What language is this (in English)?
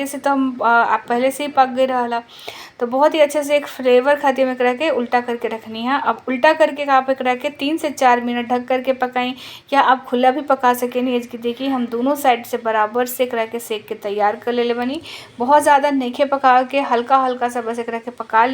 Bhojpuri